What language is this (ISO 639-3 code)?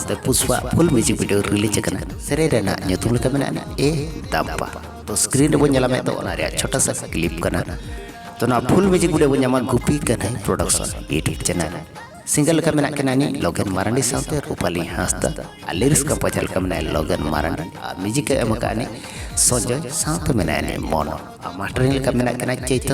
sat